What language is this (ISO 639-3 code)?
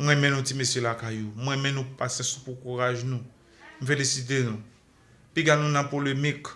hat